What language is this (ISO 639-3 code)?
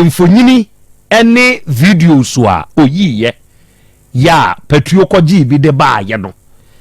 aka